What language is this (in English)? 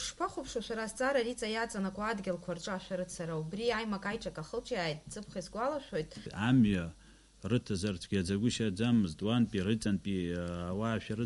Abkhazian